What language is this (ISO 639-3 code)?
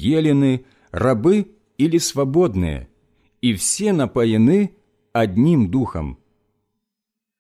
rus